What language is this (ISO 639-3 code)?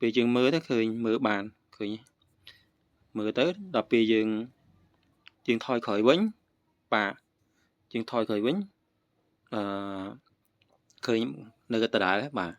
khm